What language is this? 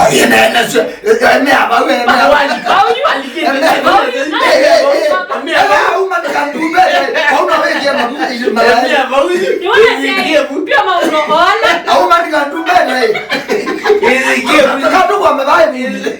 Kamba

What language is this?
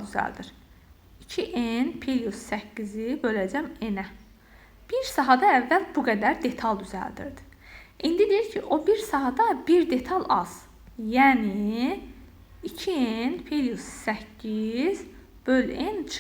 Azerbaijani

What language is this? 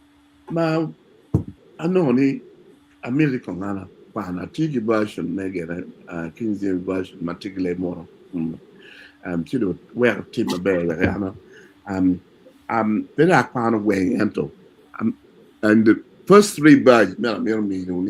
Acoli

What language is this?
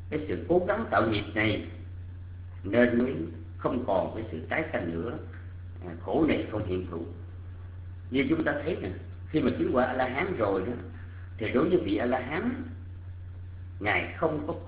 Vietnamese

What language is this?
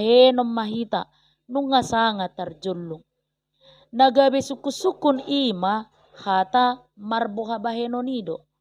Batak Toba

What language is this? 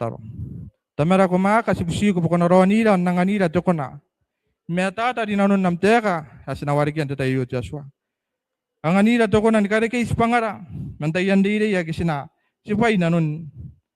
Gilbertese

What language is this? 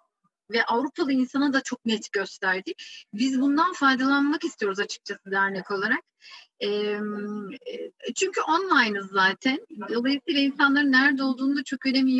Turkish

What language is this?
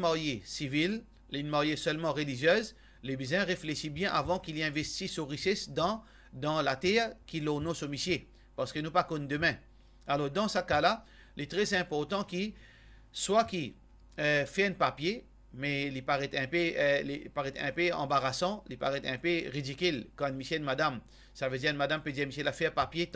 Morisyen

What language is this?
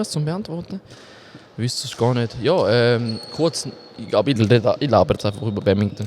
Swiss German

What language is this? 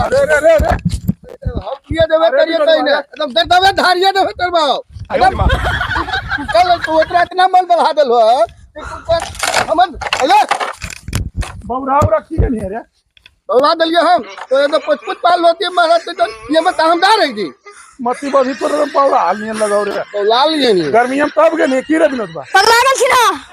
Magahi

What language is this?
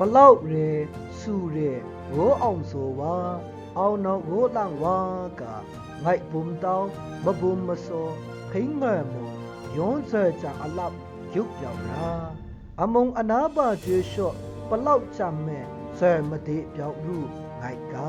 Maru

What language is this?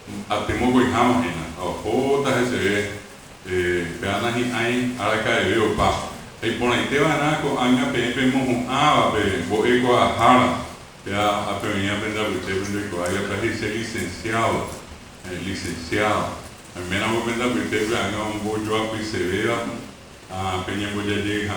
Guarani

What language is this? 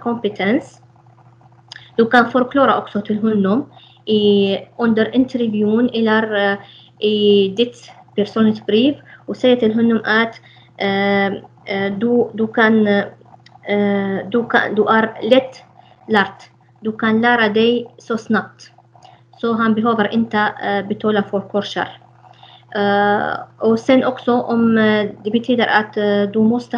Swedish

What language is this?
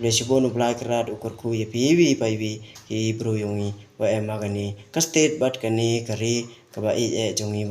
Khasi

